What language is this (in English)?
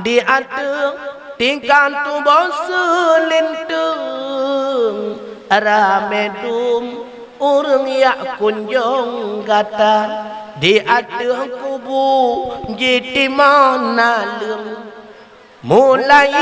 Achinese